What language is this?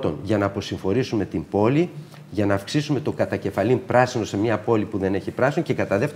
Greek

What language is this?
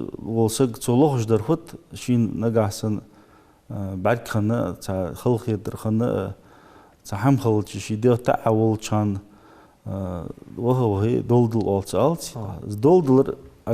Ingush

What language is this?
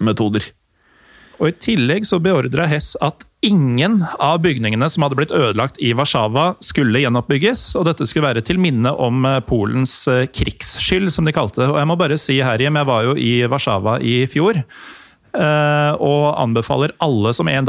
Norwegian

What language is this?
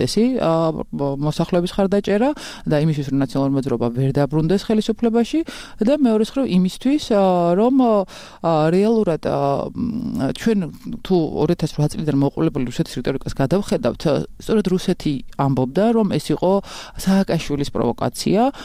Georgian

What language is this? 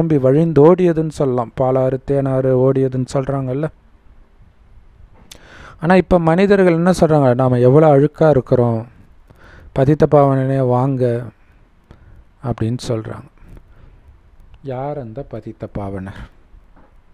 Tamil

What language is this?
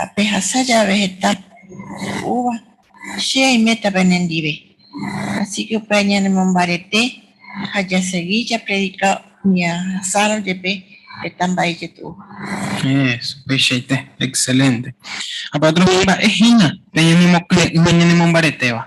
Guarani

